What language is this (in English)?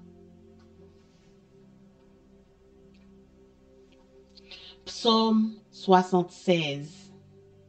French